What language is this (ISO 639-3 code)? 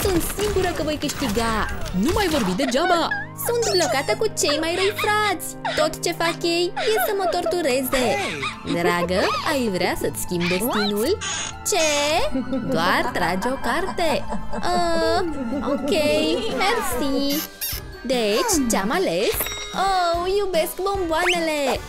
ron